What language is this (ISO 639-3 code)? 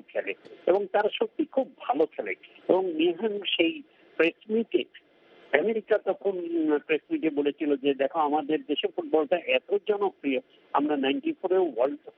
ben